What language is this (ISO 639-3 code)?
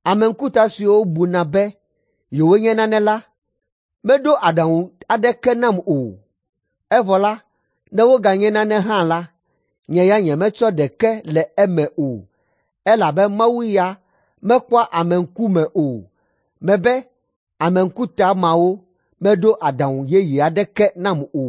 ewe